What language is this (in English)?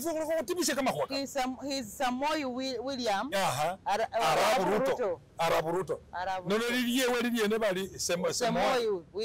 Masaaba